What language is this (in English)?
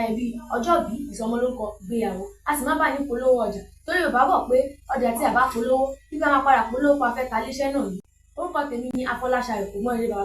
Yoruba